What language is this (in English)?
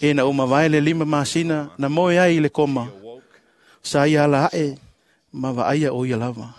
Samoan